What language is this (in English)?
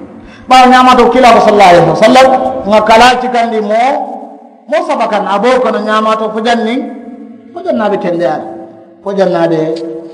Mandingo